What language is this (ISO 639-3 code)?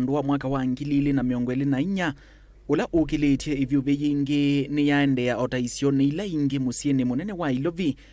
kam